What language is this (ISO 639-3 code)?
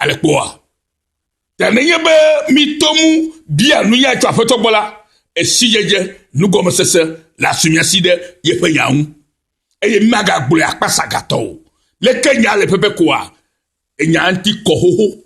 ewe